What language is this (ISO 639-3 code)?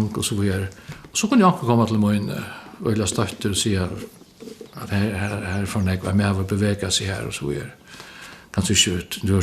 fao